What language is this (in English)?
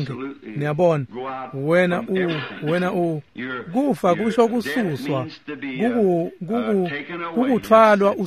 Swati